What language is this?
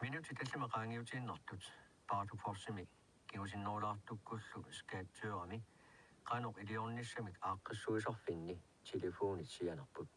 Kalaallisut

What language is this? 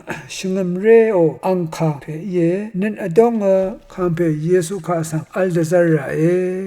Rawang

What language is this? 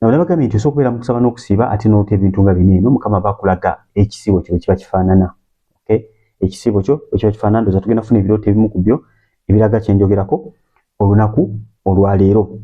Ganda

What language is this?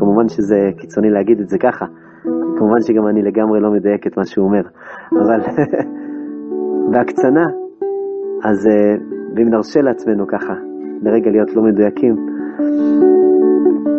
Hebrew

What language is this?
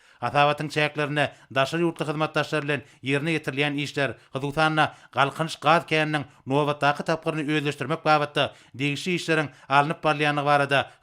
Turkmen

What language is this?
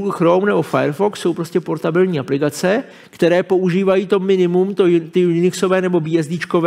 Czech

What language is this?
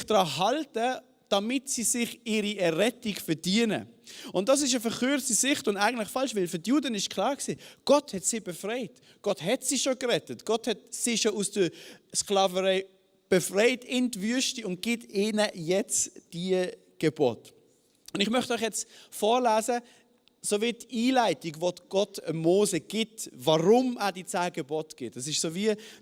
Swiss German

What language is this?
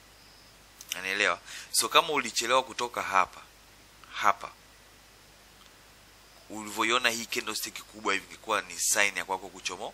Swahili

